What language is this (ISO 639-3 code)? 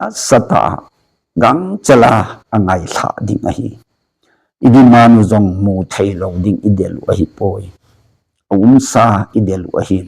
tcz